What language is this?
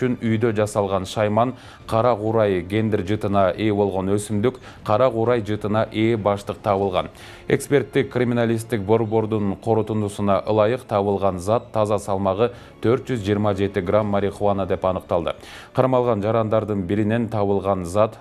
Kyrgyz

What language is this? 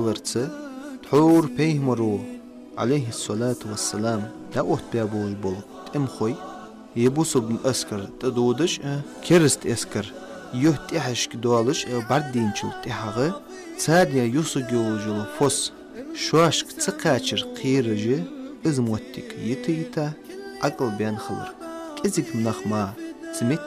Ingush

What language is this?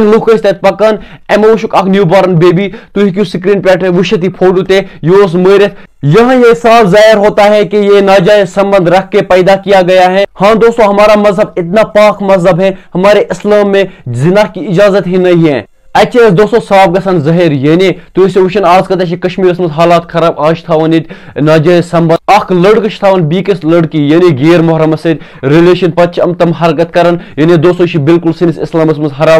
Kashmiri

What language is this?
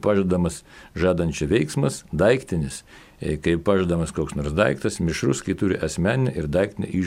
Lithuanian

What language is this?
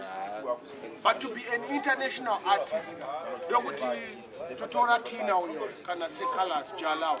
Shona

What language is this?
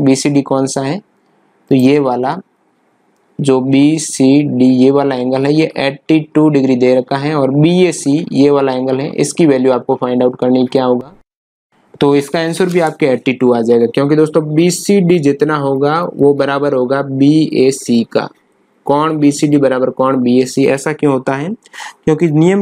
Hindi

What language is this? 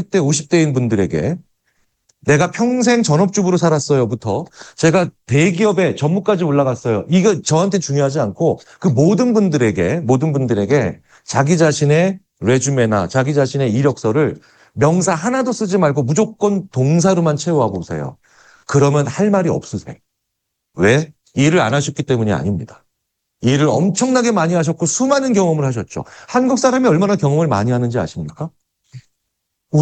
Korean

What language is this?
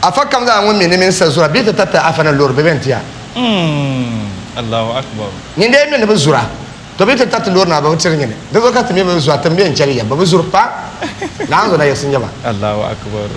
Dagbani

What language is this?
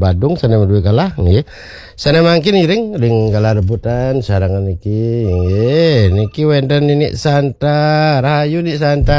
Balinese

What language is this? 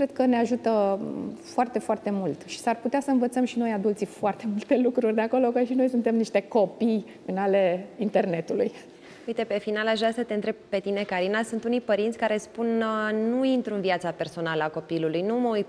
Romanian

